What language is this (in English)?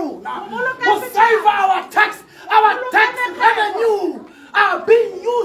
Tswana